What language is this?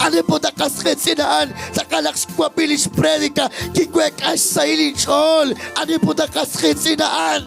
Kekchí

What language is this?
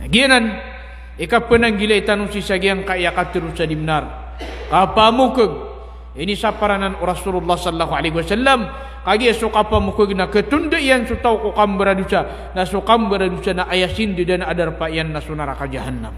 Maranao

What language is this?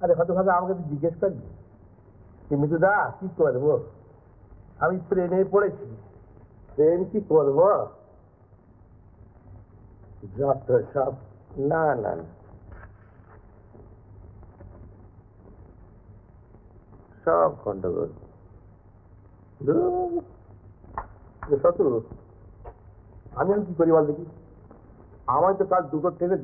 Bangla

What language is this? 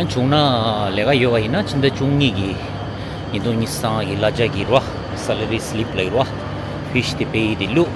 Tibetan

